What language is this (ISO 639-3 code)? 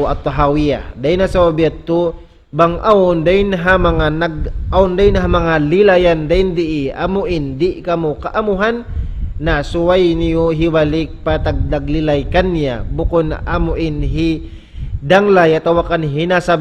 tsg